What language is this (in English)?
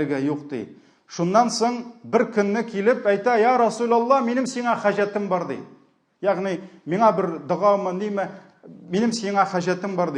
Tatar